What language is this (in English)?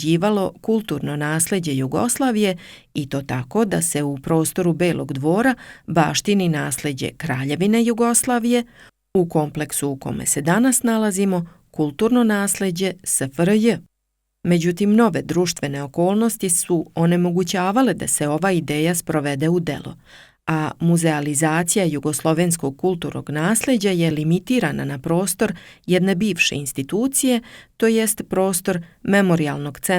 Serbian